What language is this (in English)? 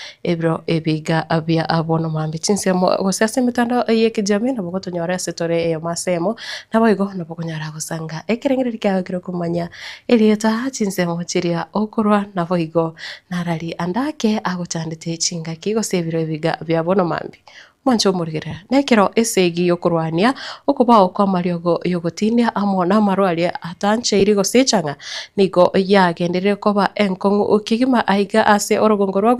Gusii